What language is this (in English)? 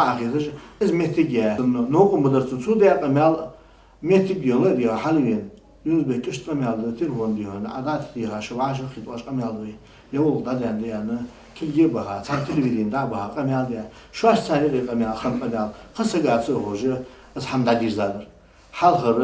Ingush